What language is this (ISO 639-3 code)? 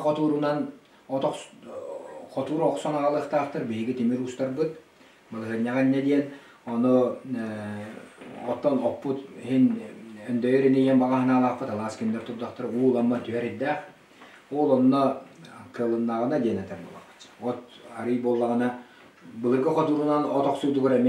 sah